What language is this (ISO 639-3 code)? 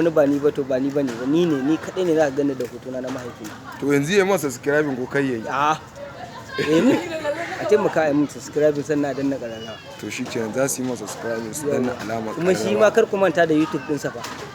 hau